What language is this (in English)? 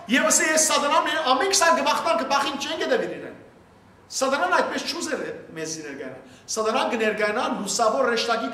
Western Armenian